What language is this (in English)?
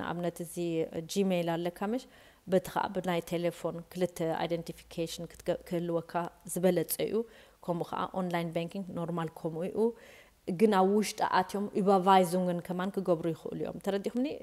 Tigrinya